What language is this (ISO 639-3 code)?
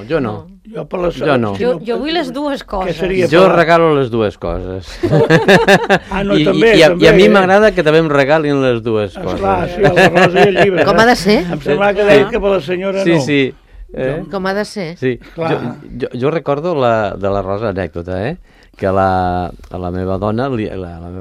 cat